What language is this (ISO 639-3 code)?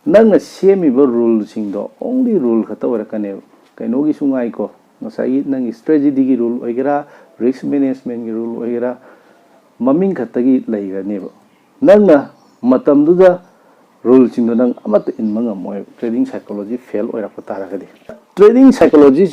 mni